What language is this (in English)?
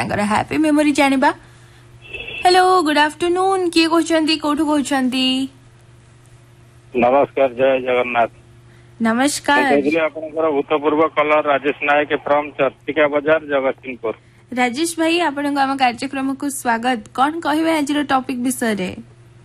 Odia